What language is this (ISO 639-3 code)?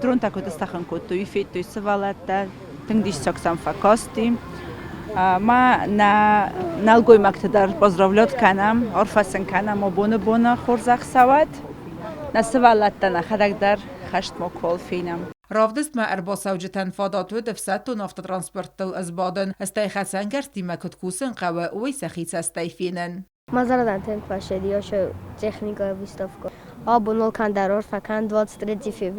oss